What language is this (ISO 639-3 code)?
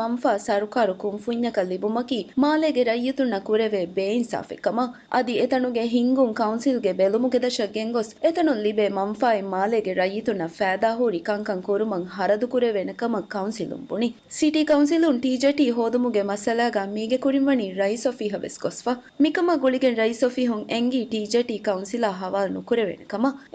div